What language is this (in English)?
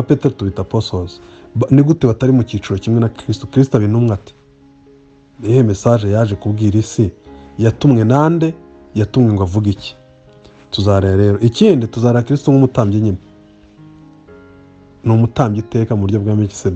Kinyarwanda